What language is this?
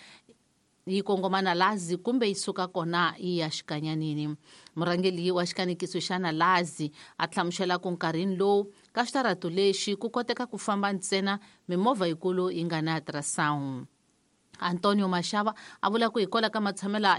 Tsonga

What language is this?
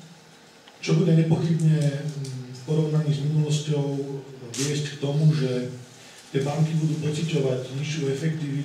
Slovak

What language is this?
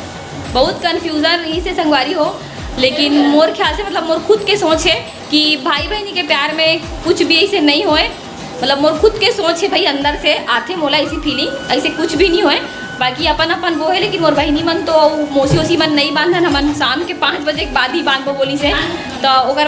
Chhattisgarhi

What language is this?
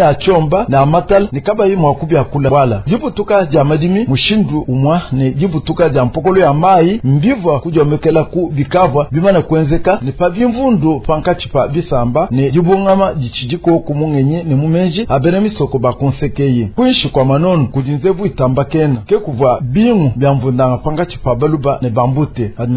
Luba-Lulua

